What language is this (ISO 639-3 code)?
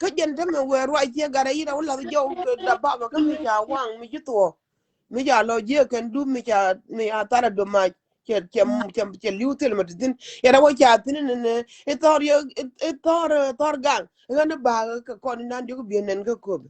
nus